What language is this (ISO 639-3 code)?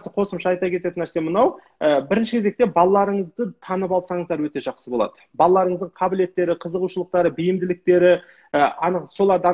kaz